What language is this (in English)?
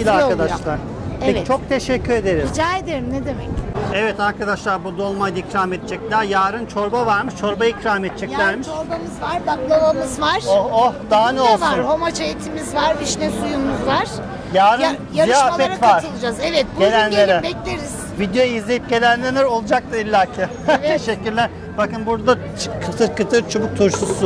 Turkish